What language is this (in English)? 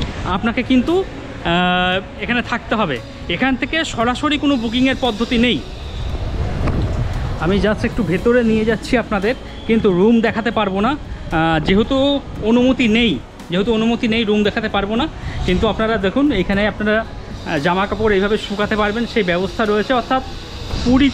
Bangla